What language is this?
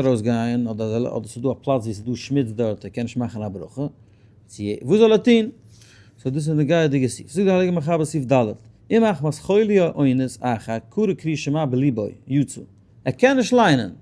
Yiddish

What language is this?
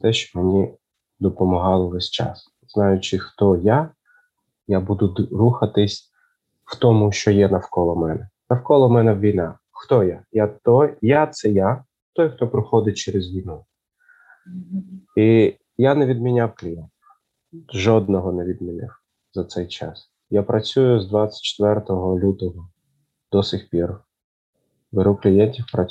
Ukrainian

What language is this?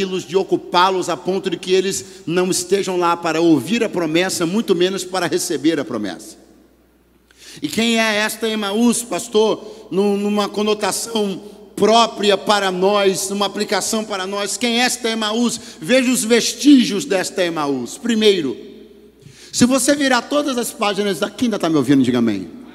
Portuguese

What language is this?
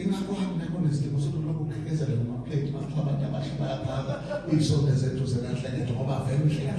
Zulu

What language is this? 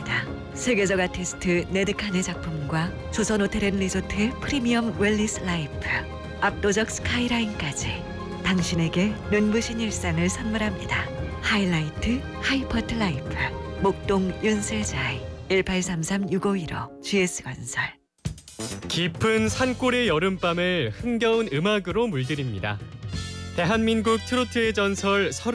Korean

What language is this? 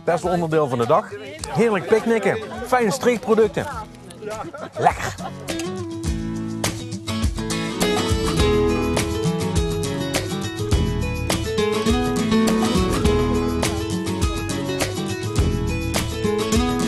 Dutch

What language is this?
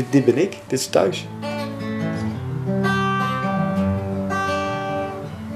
Dutch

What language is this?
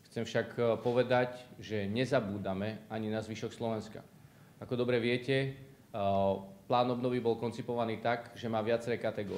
Slovak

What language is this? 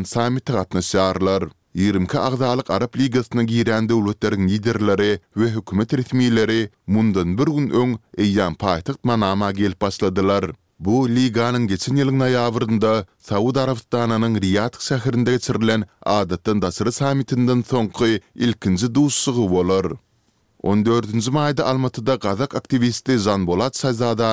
Turkmen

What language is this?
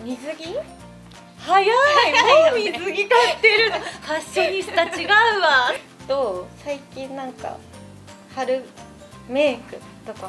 Japanese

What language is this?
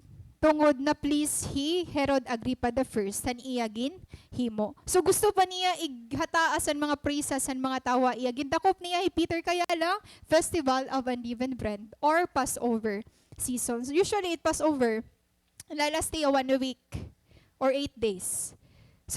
Waray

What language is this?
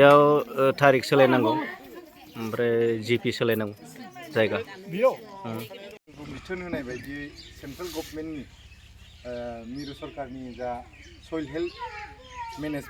Bodo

